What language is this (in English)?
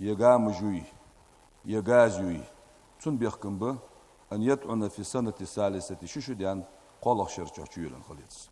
Ingush